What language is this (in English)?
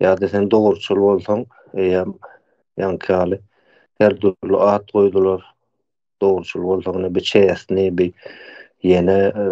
Turkmen